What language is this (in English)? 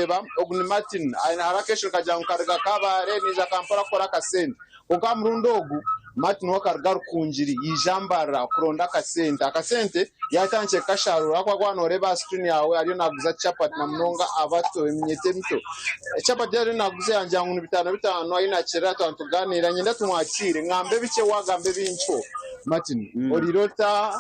Nyankole